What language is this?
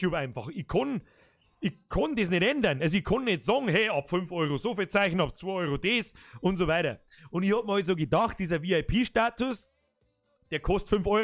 Bavarian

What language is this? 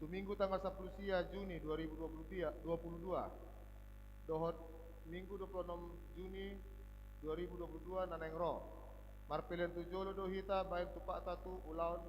Batak Toba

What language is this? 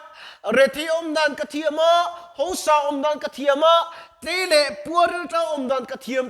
Mizo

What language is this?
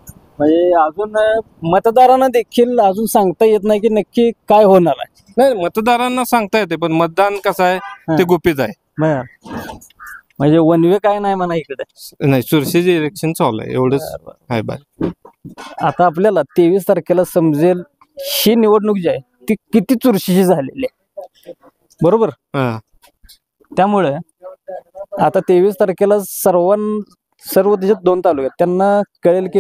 Marathi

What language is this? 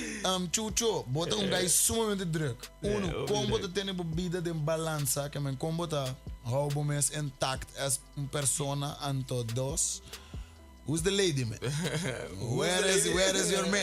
Papiamento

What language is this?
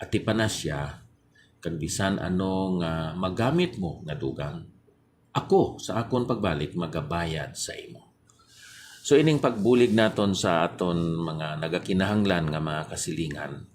Hiligaynon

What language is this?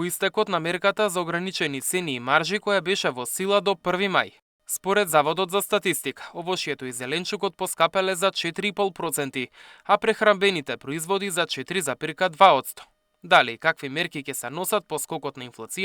Macedonian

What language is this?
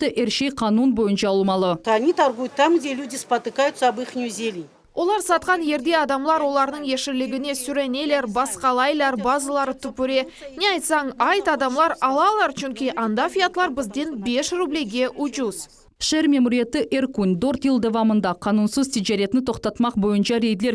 Crimean Tatar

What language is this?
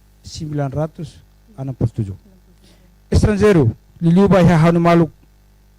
Tetum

